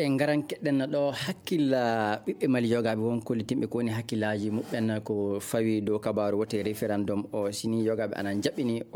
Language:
Maasina Fulfulde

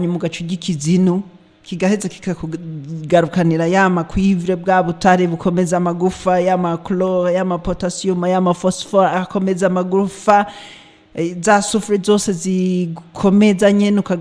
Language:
Rundi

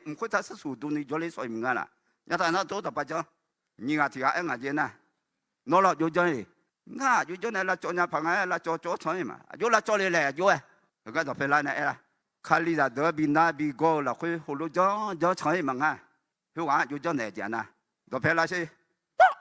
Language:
Akha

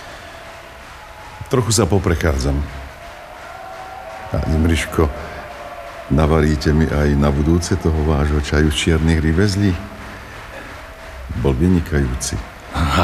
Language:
Slovak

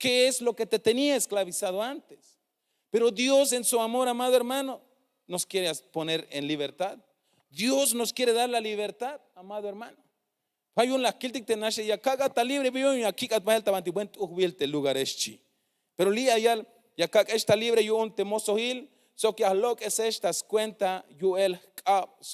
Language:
Tzeltal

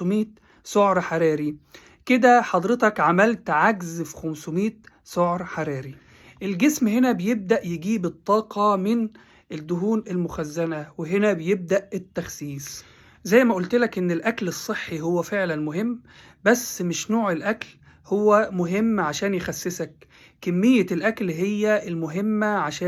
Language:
Egyptian Arabic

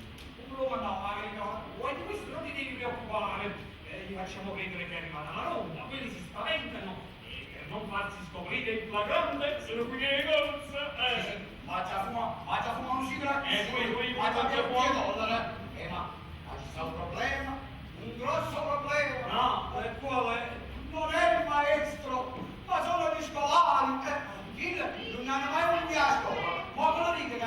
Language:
Neapolitan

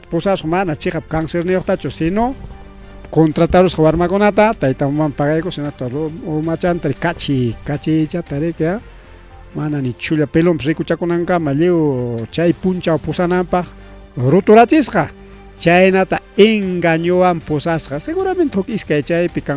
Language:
Ayacucho Quechua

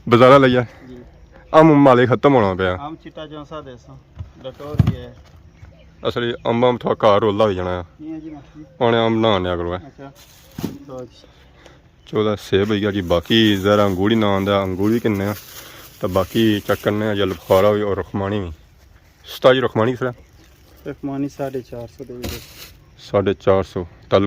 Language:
Pahari-Potwari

